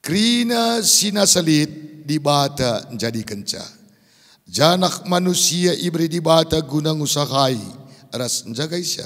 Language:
Batak Karo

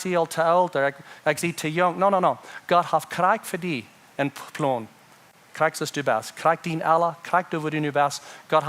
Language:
Plautdietsch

